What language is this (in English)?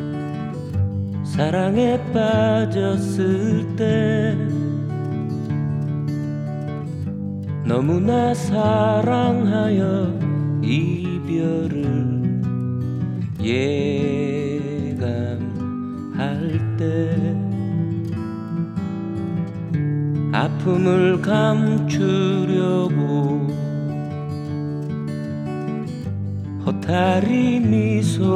Korean